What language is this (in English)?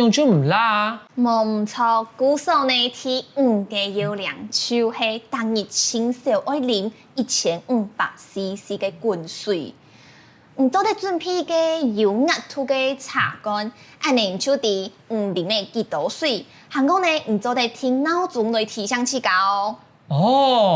Hakka Chinese